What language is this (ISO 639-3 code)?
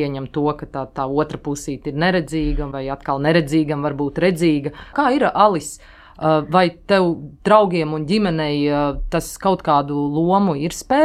lav